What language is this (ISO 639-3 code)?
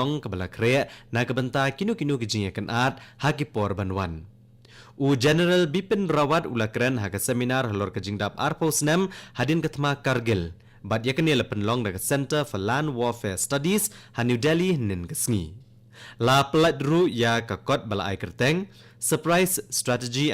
kha